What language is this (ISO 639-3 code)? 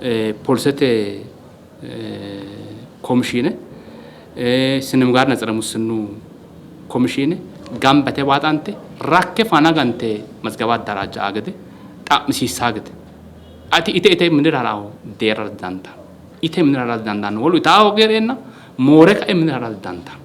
sid